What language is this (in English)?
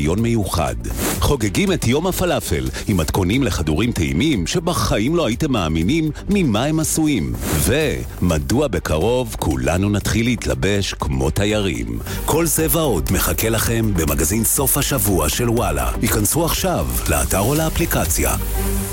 Hebrew